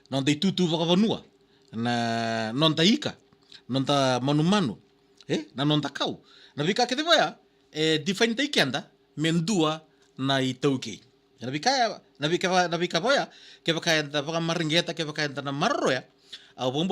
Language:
Fijian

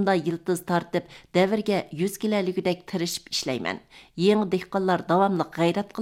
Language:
Uyghur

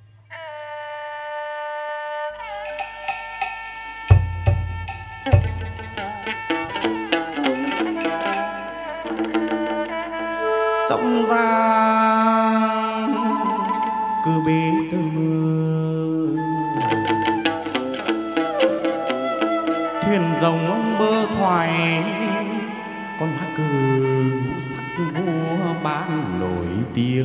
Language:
Vietnamese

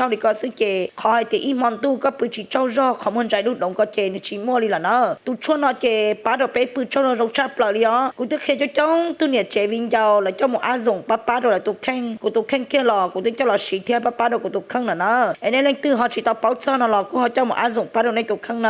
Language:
Hmong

